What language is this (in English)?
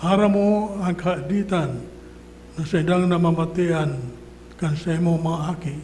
Bikol